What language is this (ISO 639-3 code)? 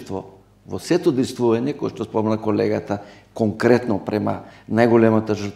mkd